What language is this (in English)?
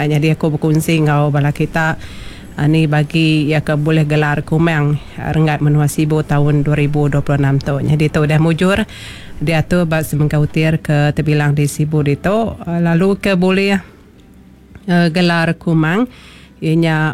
Iban